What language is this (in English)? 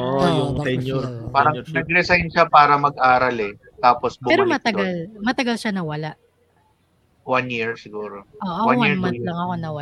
Filipino